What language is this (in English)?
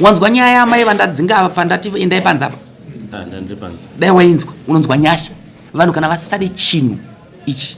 Shona